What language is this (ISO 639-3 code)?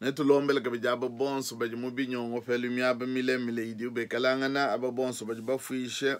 lua